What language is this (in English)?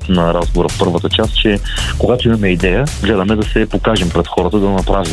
Bulgarian